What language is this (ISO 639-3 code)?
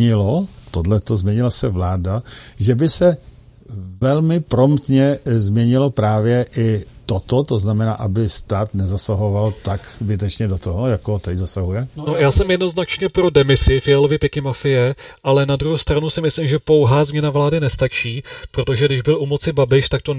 ces